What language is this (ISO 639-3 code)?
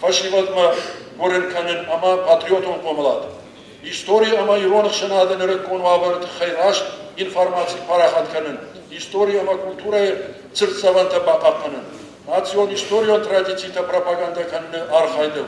oss